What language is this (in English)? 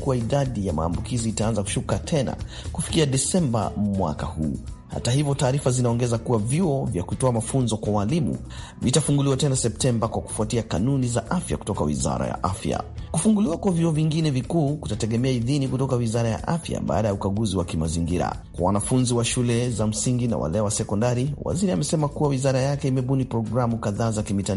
Swahili